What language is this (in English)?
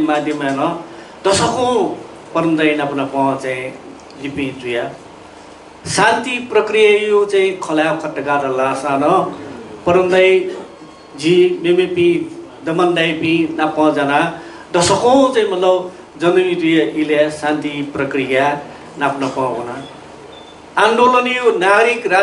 Newari